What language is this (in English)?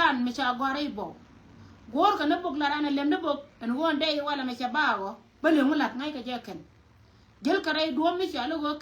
Nuer